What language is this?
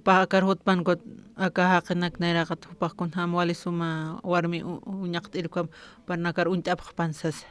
Aymara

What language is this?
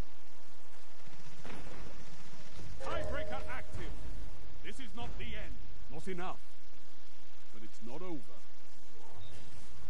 English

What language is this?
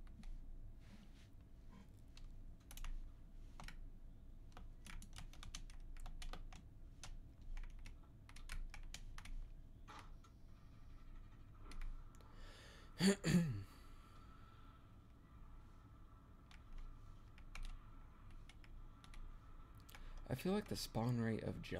English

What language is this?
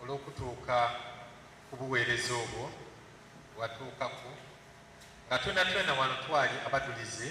Soga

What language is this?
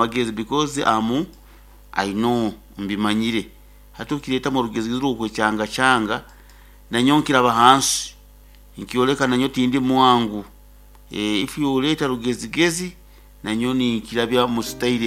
Nyankole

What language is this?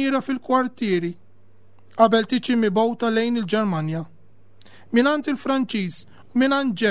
Maltese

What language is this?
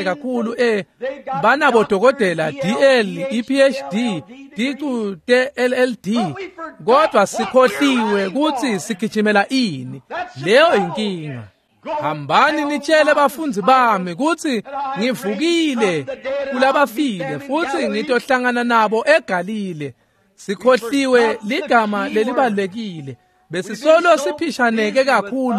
Swati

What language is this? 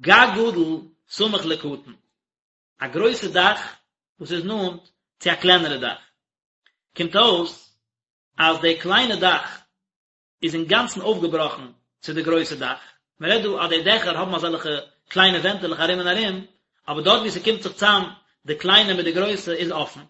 Yiddish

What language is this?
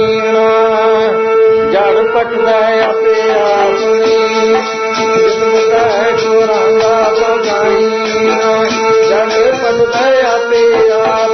Punjabi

